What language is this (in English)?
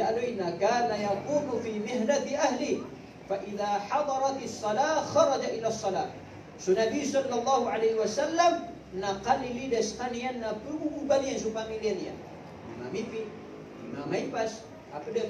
Maranao